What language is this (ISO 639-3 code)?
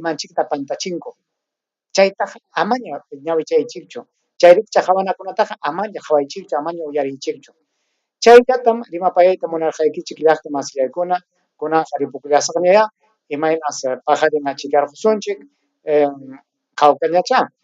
quy